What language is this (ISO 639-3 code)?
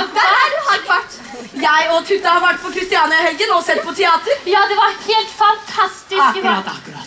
nor